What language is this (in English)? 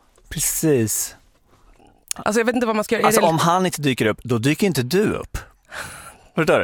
Swedish